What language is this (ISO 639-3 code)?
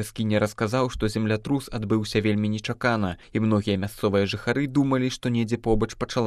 bel